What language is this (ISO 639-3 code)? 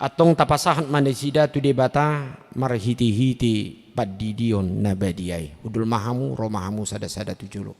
bbc